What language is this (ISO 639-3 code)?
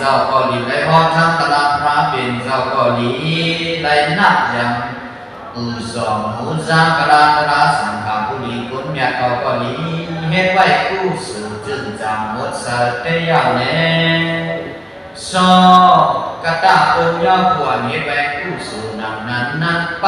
shn